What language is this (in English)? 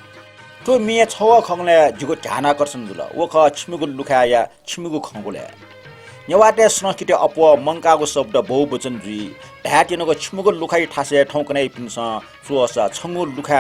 Newari